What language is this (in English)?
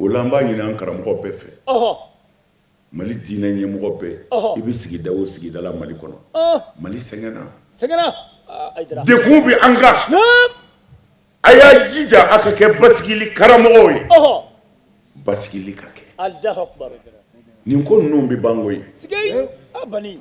Bambara